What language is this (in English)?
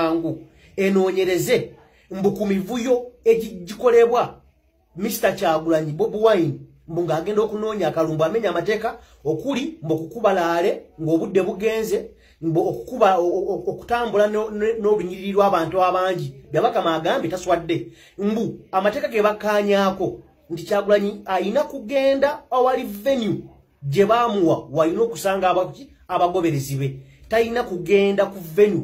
Ganda